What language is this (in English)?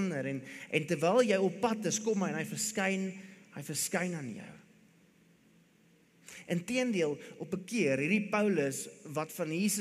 Afrikaans